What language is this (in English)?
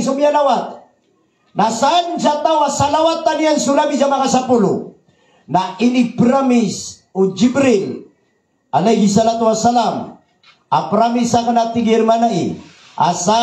Maranao